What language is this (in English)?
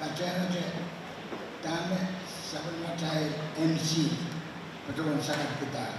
Pohnpeian